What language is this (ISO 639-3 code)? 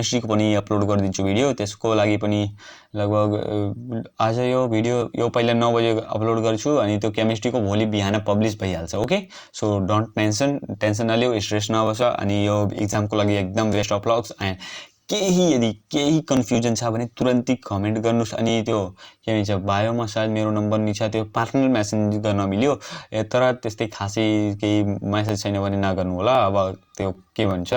nep